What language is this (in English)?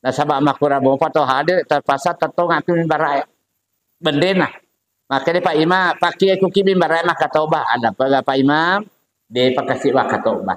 Buginese